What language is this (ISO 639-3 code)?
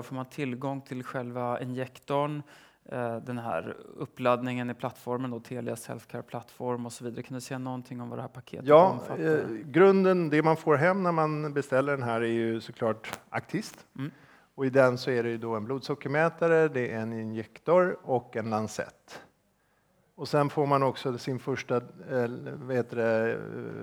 swe